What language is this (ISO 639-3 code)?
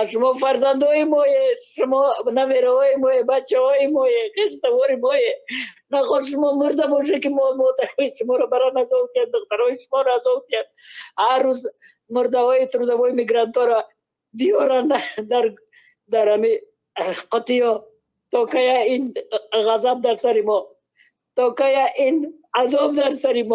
tgk